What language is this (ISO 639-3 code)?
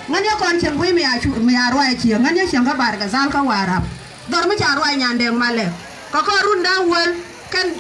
nus